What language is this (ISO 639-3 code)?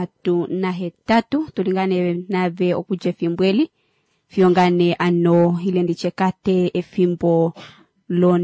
kua